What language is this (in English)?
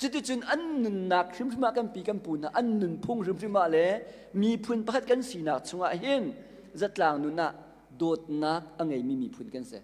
Hakha Chin